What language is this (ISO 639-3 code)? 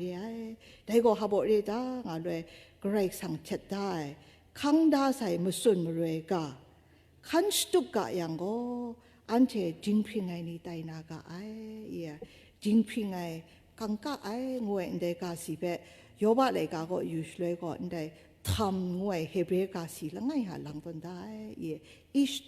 kac